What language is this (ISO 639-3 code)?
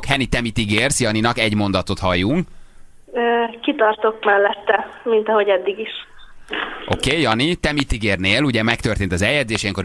hun